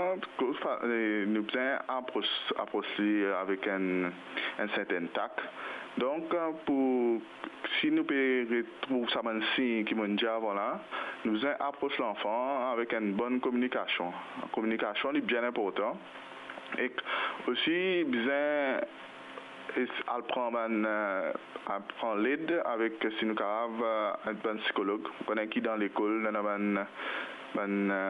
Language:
Morisyen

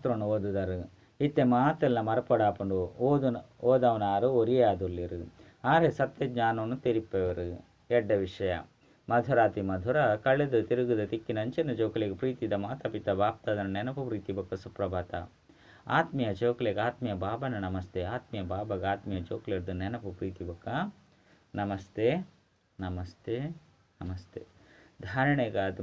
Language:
Tulu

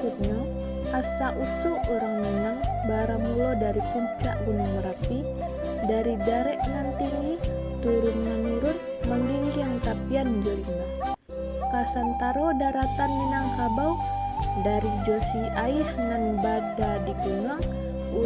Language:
Minangkabau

